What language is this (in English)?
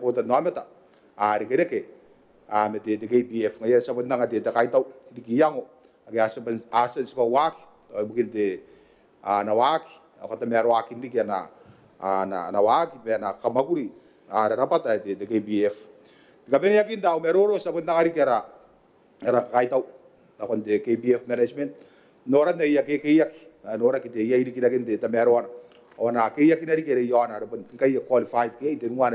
Gilbertese